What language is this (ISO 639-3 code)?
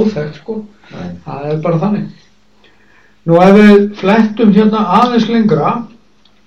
isl